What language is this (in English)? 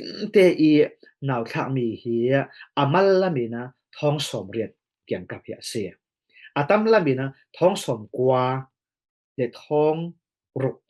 Falam Chin